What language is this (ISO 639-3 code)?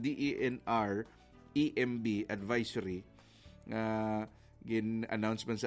hil